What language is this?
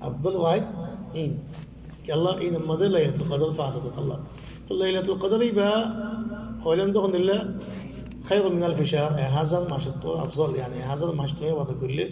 Rohingya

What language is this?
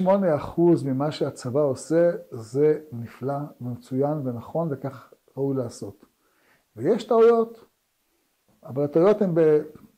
Hebrew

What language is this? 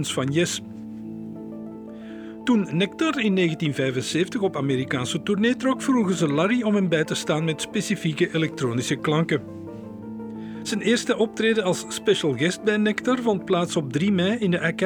Dutch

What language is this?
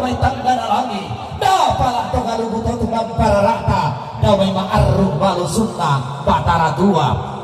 Toraja-Sa'dan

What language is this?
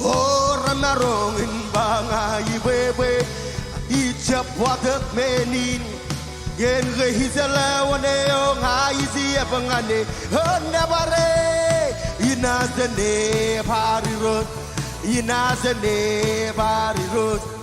Marshallese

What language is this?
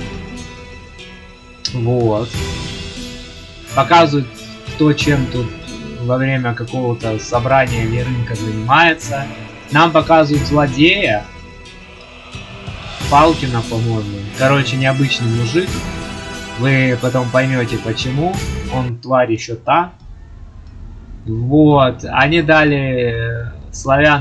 Russian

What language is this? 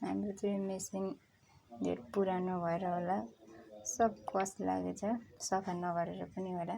Nepali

